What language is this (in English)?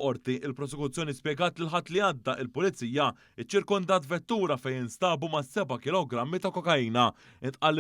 Maltese